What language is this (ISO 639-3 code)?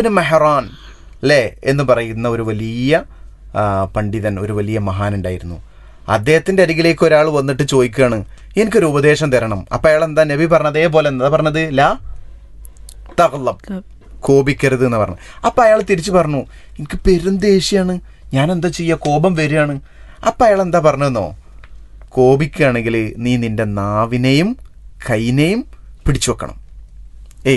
mal